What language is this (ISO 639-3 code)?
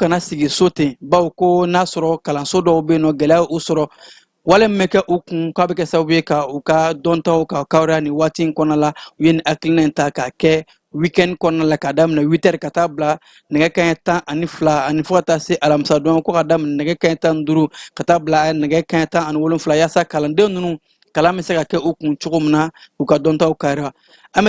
bam